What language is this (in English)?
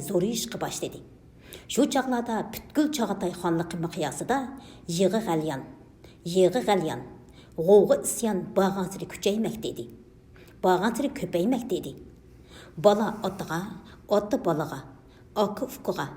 Uyghur